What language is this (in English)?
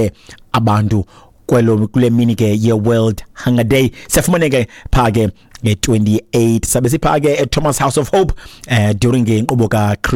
Xhosa